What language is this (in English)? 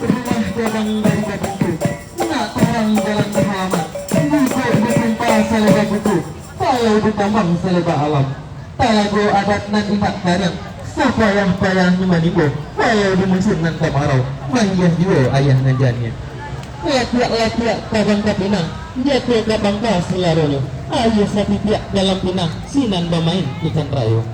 Minangkabau